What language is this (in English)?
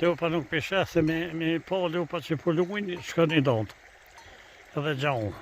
Albanian